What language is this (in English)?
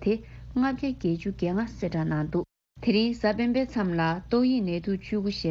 Tibetan